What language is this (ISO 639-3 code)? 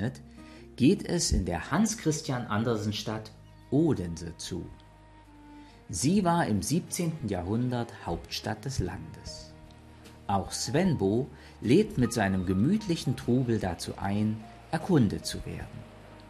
deu